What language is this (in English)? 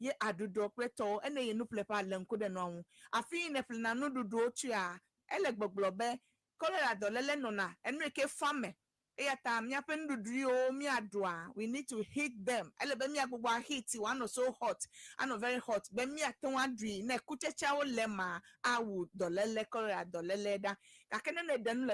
Ewe